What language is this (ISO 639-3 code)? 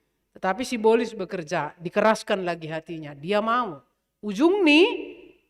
bts